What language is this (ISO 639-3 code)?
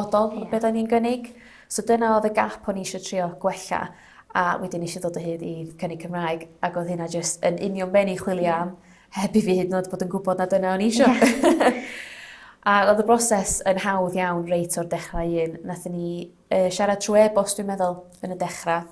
cym